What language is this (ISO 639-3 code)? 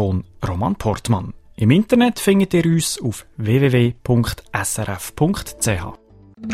deu